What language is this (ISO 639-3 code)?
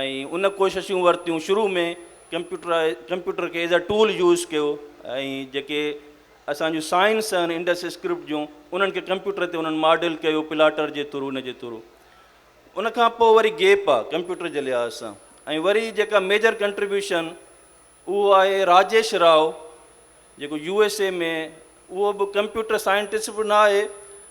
snd